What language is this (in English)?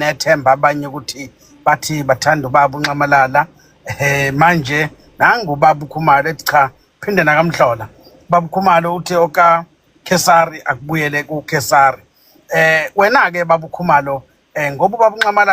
Zulu